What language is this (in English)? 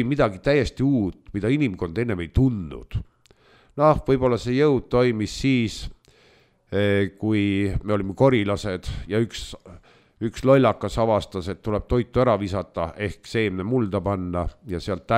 Estonian